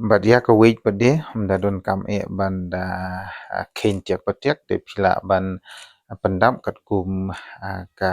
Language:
Khasi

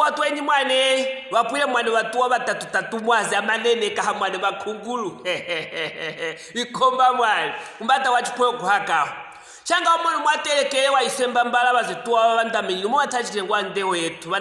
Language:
Luvale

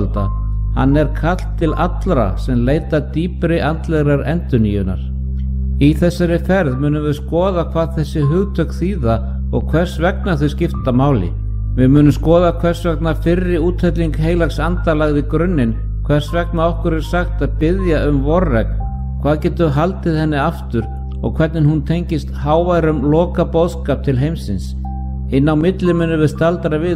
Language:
Icelandic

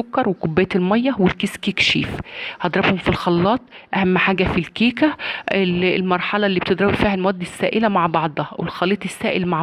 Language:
Egyptian Arabic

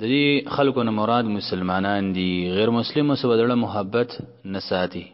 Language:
Pashto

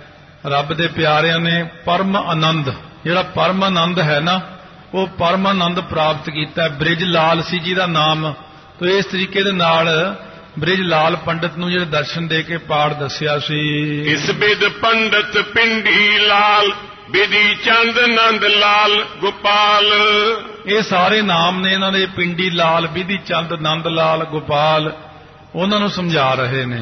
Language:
Punjabi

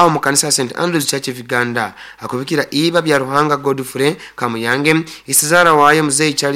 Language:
Nyoro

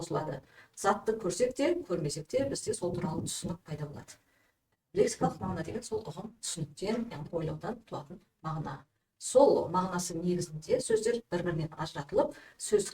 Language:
Kazakh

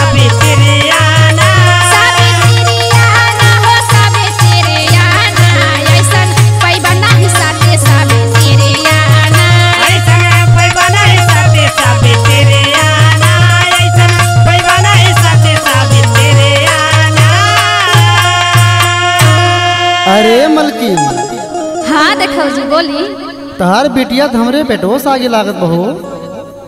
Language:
Bhojpuri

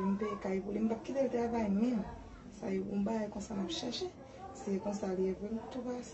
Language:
Haitian Creole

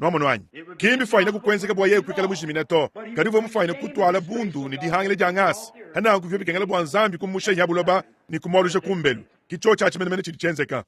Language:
Luba-Lulua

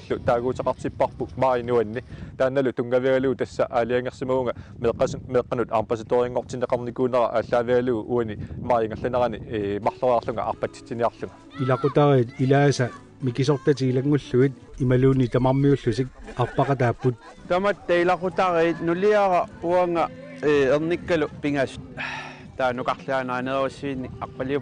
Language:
Kalaallisut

